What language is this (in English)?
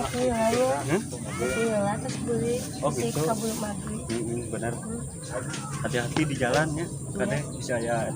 Sundanese